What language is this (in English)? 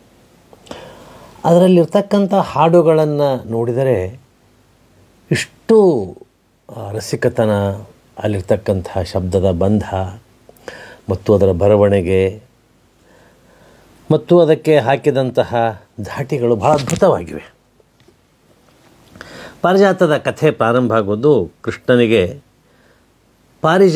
Kannada